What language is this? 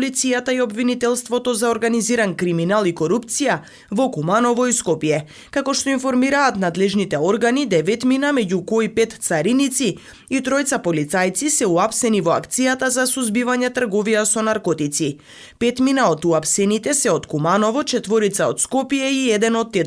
Macedonian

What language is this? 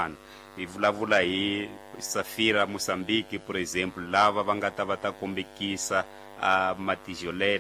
Tsonga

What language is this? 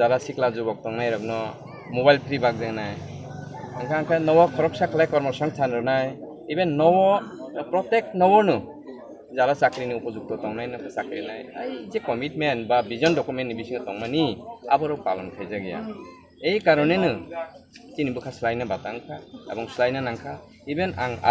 Kok Borok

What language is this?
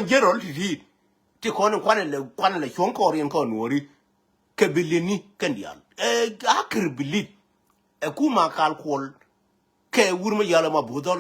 Nuer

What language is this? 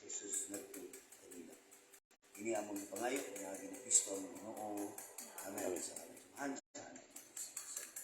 Cebuano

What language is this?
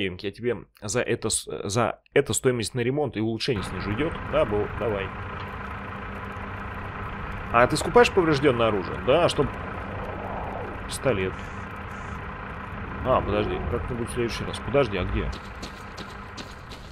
Russian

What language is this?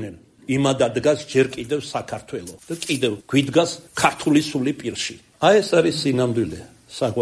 Georgian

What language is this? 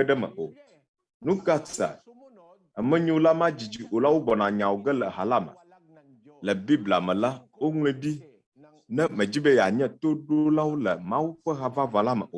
Ewe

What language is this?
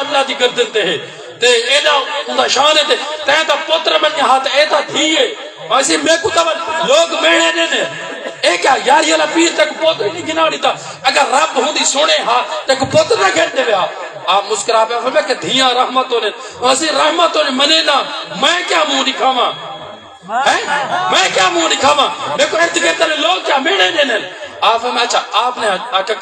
Saraiki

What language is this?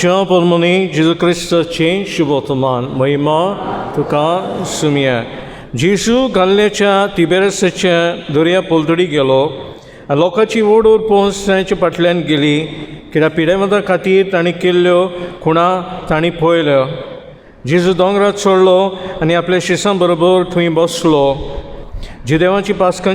Konkani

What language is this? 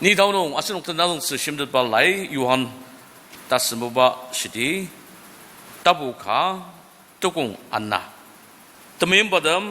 Ao Naga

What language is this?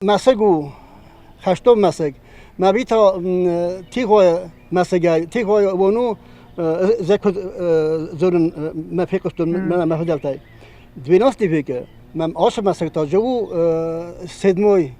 Ossetic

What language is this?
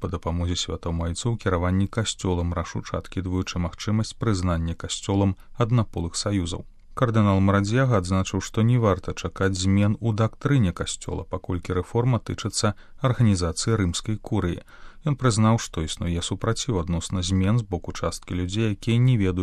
Belarusian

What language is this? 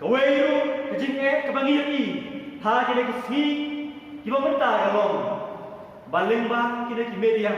Khasi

